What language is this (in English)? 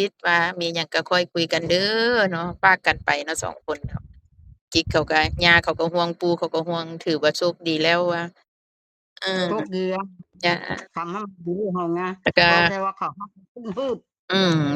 Northeastern Thai